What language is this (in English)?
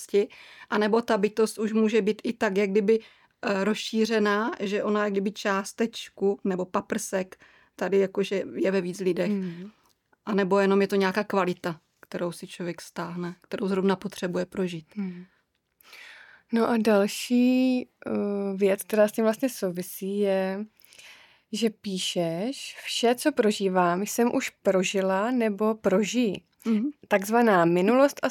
Czech